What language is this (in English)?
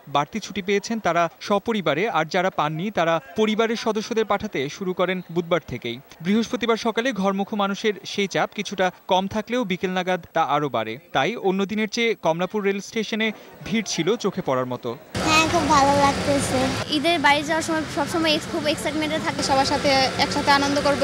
Bangla